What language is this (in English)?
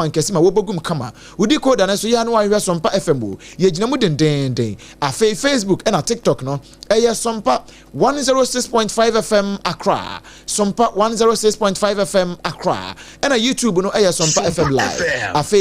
Akan